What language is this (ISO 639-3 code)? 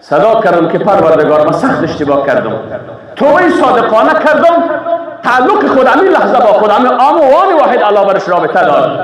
fas